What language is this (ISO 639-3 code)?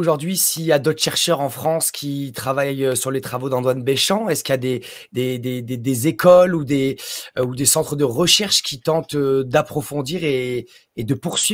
fra